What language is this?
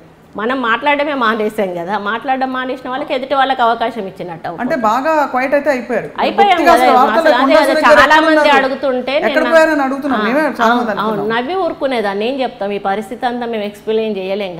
Telugu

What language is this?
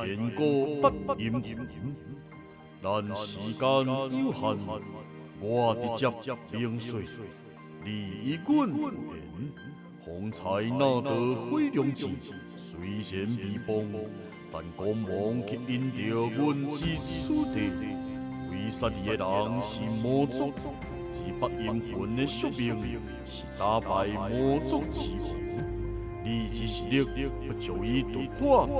Min Nan Chinese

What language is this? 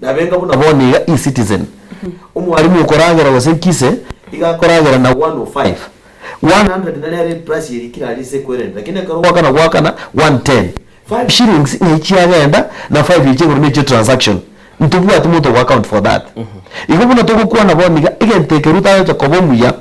Gusii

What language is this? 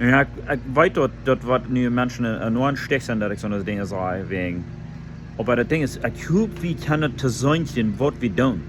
Plautdietsch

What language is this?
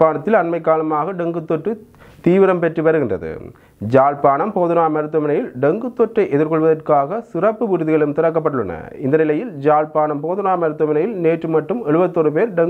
Tamil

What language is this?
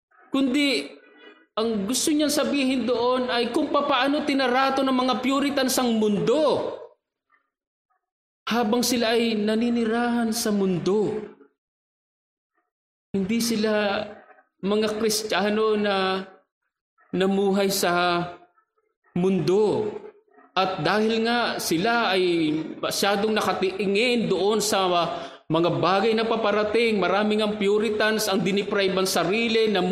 Filipino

